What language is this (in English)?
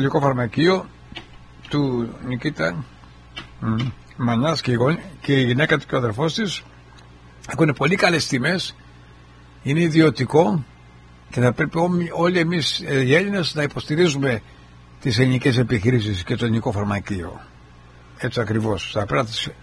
Greek